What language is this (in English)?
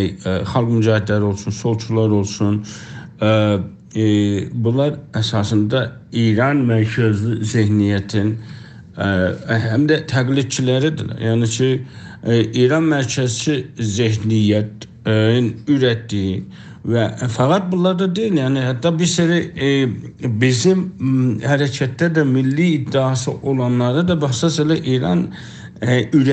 South Azerbaijani